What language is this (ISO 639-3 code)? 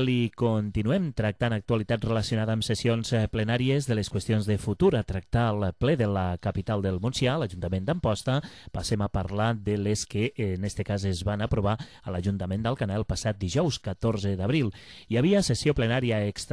cat